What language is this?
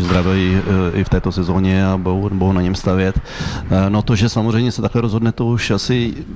Czech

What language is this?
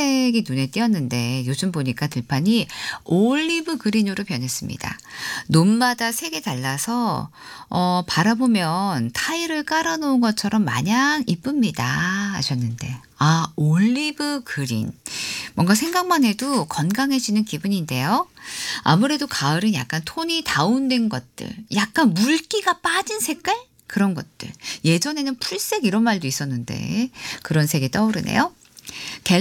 Korean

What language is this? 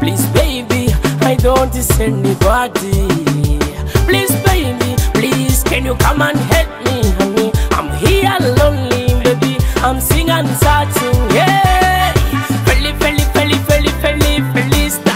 Nyoro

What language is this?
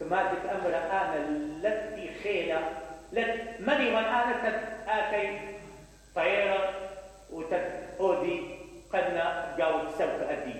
Mesopotamian Arabic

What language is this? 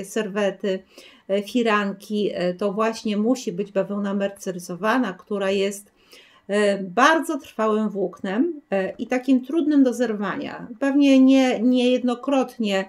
Polish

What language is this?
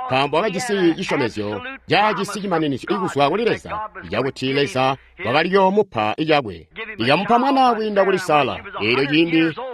Tonga (Zambia)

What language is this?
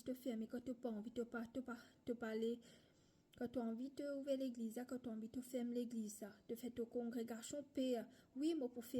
Morisyen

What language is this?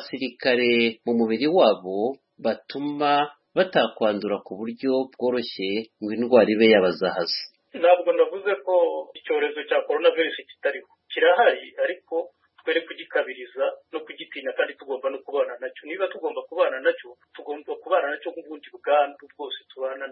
Kinyarwanda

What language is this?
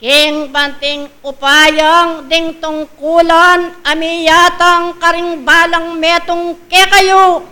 Pampanga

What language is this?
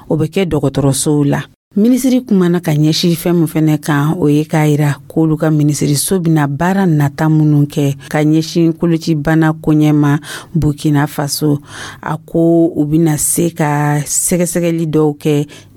Dyula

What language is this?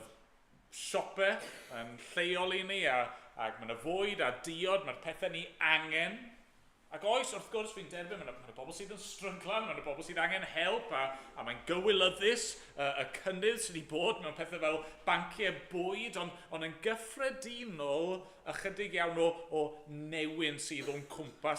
Welsh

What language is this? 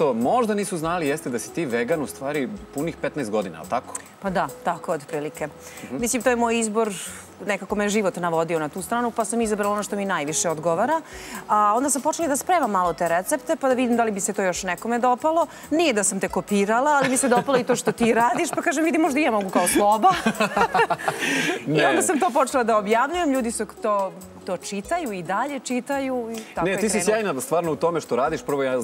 Serbian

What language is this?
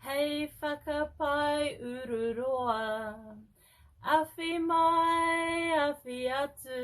Māori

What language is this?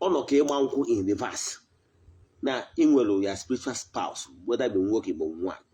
Igbo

